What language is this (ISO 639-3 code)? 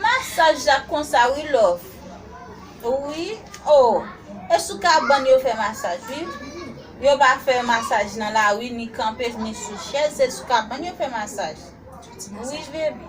hat